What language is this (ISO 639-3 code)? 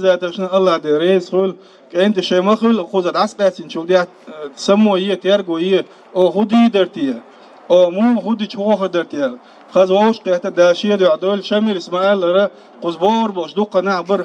che